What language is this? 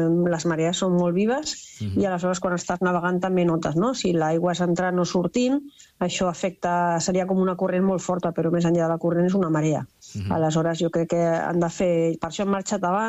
Catalan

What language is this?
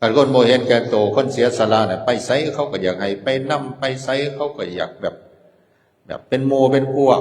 Northeastern Thai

